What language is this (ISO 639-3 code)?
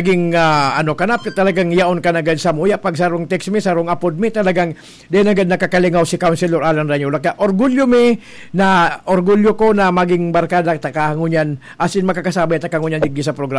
bik